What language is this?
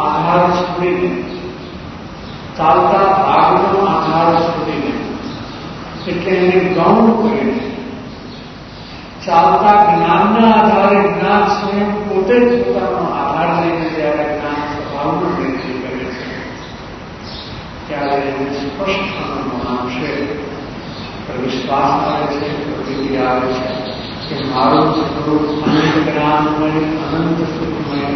Gujarati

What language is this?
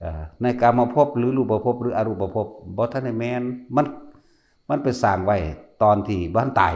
Northeastern Thai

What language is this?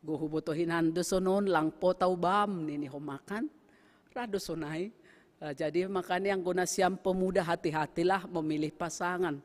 Batak Simalungun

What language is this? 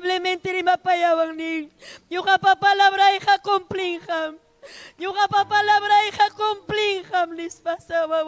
Ayacucho Quechua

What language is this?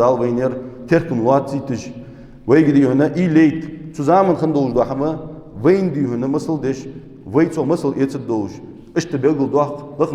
Ingush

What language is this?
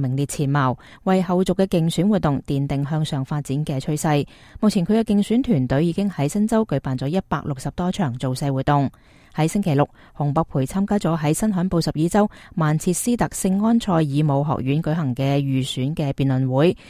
Cantonese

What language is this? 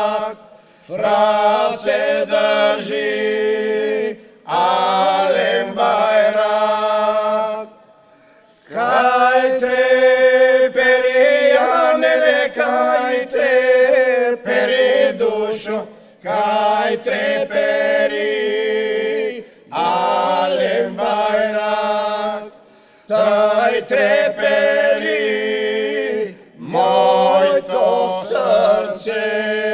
Bulgarian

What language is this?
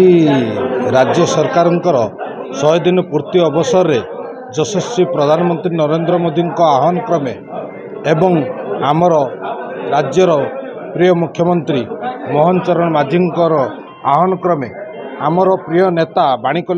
Odia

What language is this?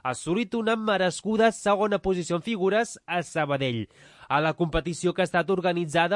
Catalan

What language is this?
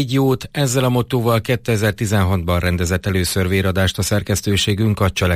Hungarian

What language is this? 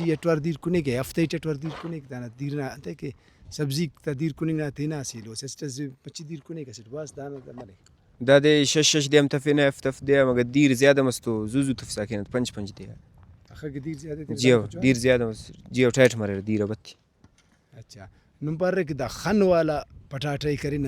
Brahui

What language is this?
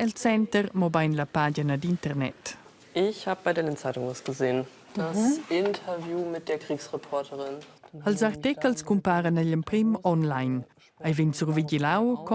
Romansh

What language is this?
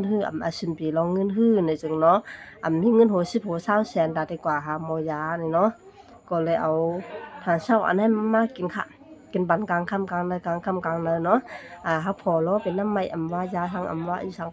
Shan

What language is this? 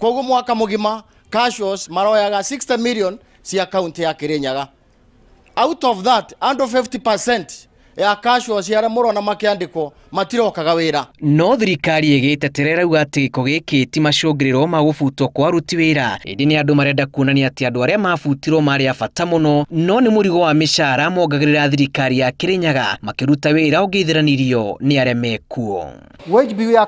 Kikuyu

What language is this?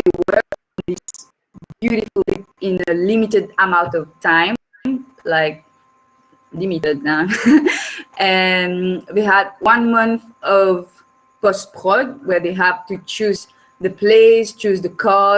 Morisyen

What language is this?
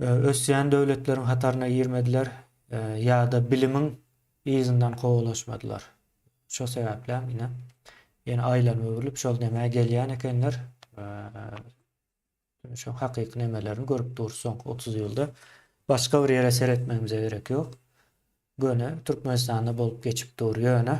Turkmen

